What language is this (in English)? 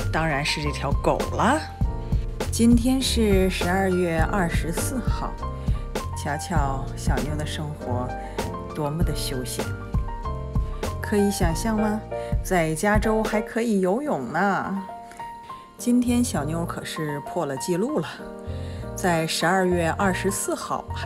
Chinese